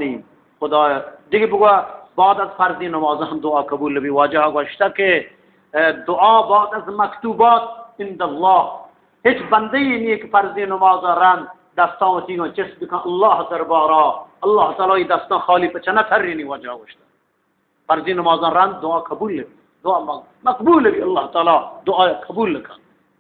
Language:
Eastern Balochi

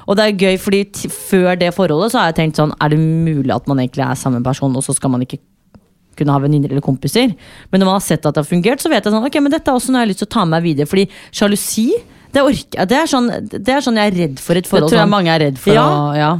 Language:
Norwegian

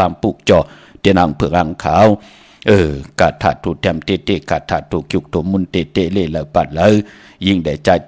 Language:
Shan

